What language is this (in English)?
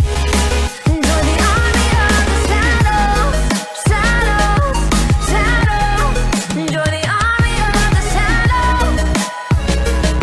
Thai